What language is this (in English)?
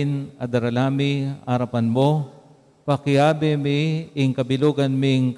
Pampanga